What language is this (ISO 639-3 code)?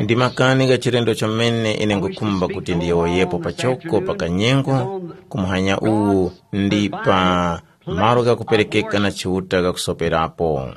tum